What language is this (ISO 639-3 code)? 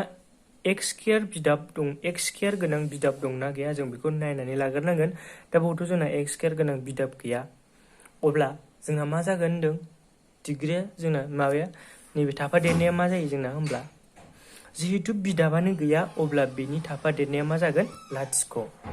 brx